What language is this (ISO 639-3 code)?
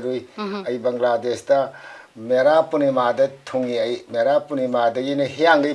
mni